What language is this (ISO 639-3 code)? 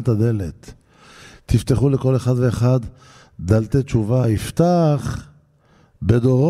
heb